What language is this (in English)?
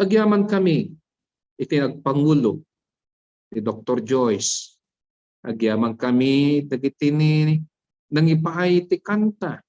Iloko